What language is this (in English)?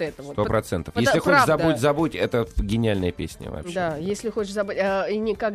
Russian